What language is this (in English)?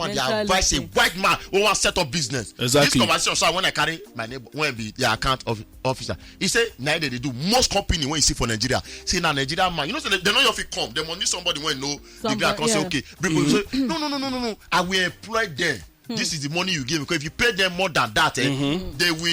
Nigerian Pidgin